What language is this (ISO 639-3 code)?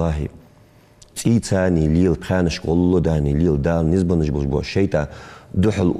inh